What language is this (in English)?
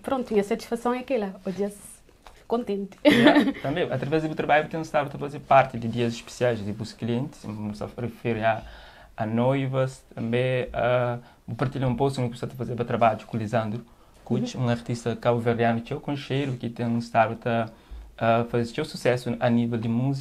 Kabuverdianu